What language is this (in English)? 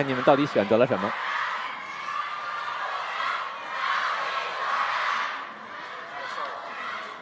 Chinese